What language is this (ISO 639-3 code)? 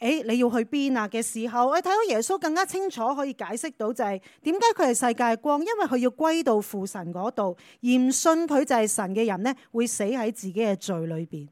yue